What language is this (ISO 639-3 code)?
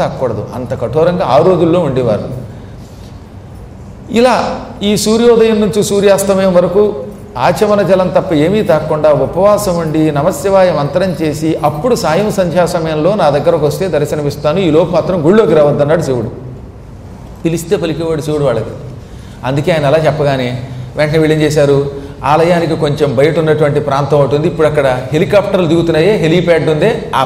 tel